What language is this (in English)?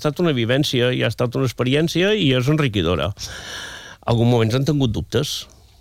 Catalan